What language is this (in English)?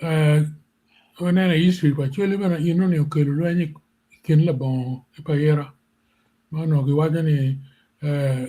Acoli